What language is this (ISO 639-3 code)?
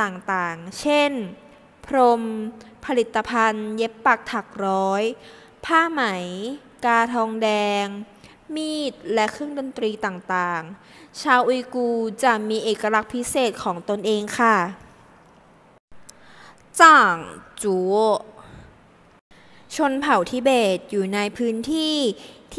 tha